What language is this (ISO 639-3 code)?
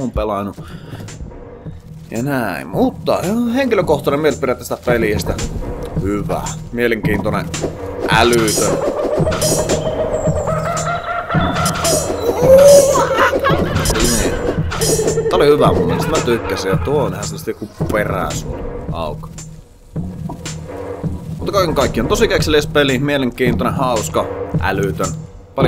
fin